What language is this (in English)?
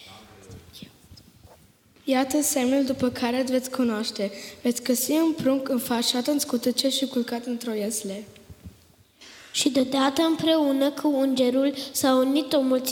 Romanian